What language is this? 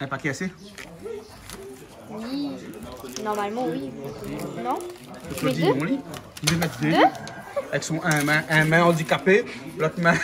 Réunion Creole French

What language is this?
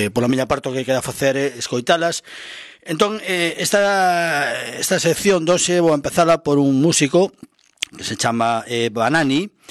Galician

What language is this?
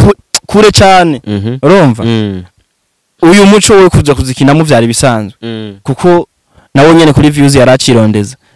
Rundi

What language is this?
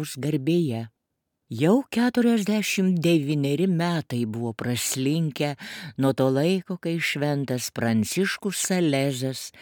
Lithuanian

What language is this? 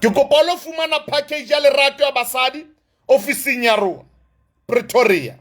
Southern Sotho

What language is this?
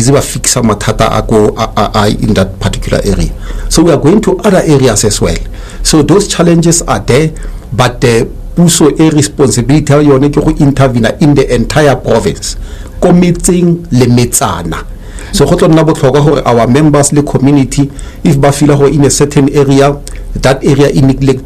Tswana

